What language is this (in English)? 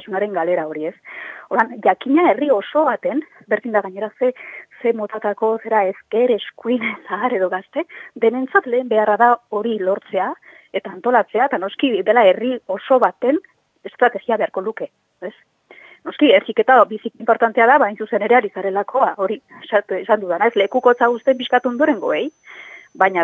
Basque